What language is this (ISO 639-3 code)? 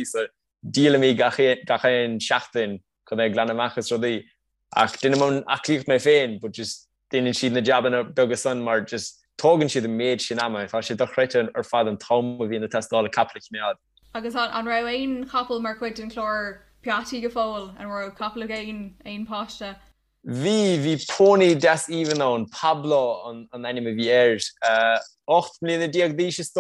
gle